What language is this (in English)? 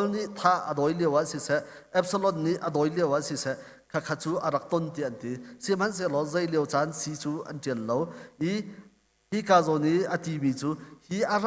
Hakha Chin